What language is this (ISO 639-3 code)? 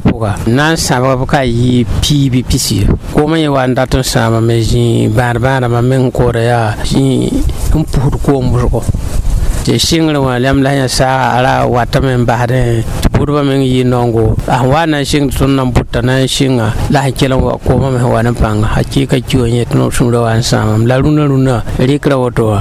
mos